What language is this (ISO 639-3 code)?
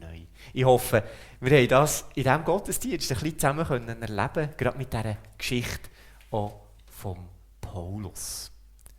gsw